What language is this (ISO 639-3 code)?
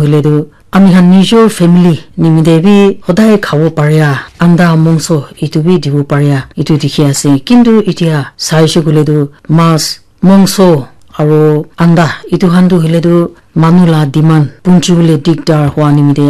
nag